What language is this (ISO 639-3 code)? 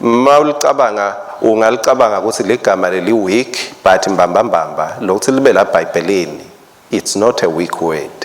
ssw